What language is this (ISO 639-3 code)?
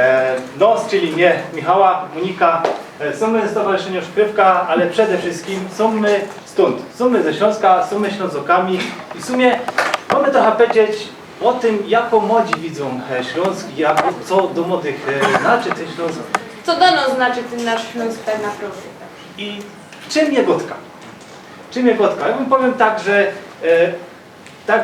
szl